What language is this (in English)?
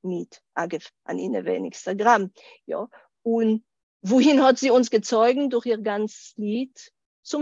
Yiddish